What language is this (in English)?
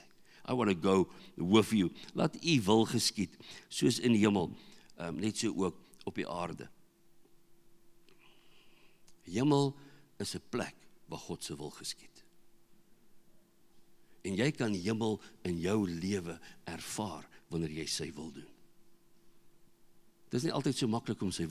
Afrikaans